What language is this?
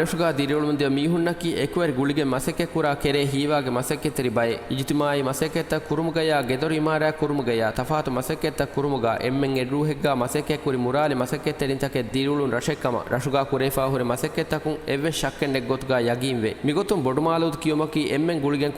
Divehi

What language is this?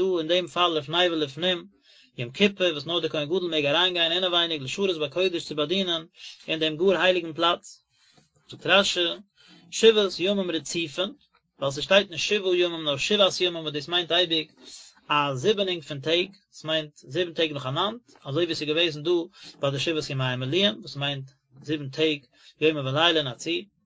Yiddish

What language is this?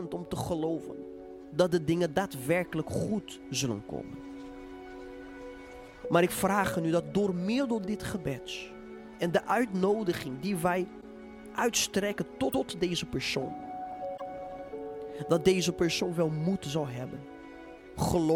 Dutch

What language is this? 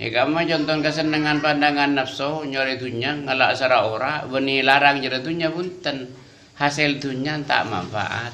Madurese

